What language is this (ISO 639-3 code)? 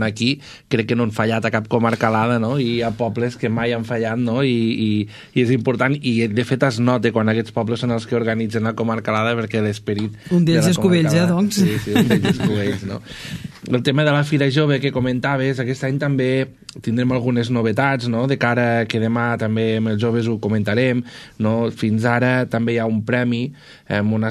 cat